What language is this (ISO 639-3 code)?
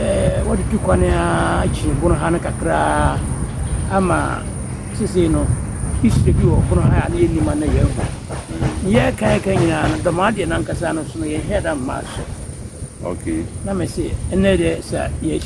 aka